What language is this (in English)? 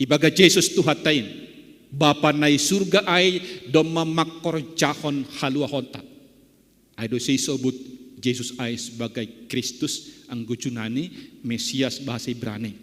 Batak Simalungun